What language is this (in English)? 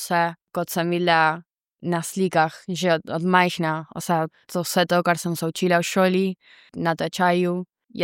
Slovenian